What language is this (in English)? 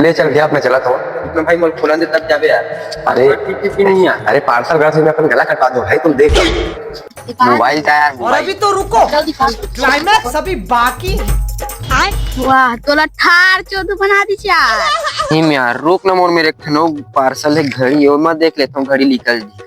Chhattisgarhi